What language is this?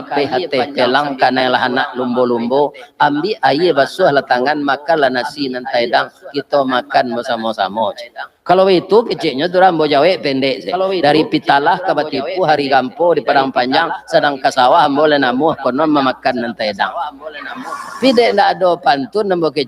Minangkabau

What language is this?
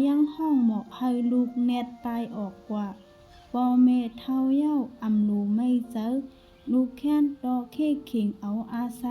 Shan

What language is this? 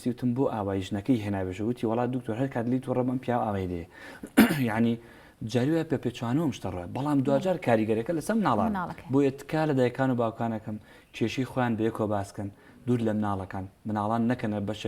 Central Kurdish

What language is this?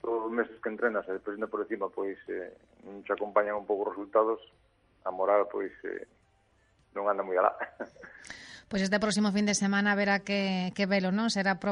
Galician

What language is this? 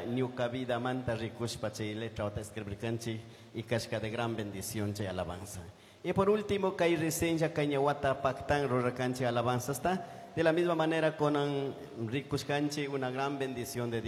Chimborazo Highland Quichua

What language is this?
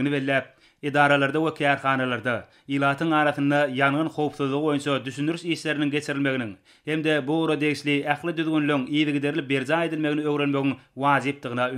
Turkmen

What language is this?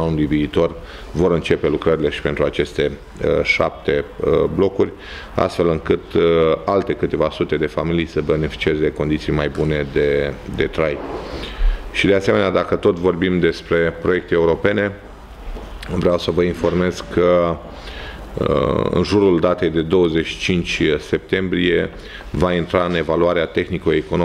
Romanian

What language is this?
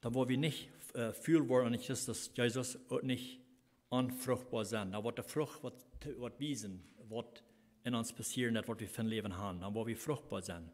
Plautdietsch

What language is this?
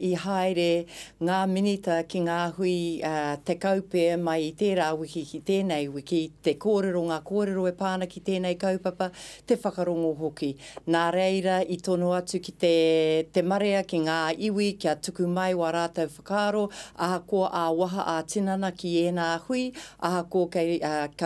Māori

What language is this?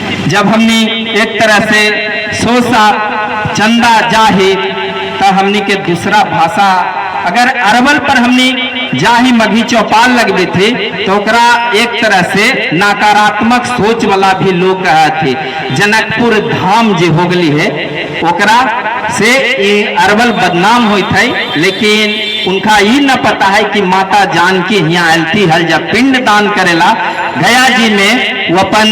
Magahi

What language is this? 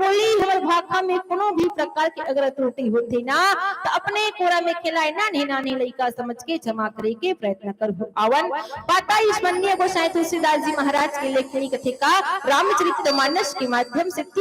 Chhattisgarhi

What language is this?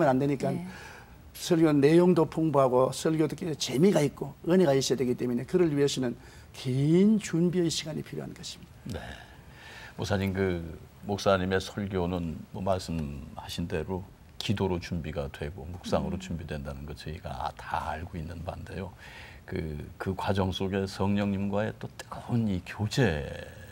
Korean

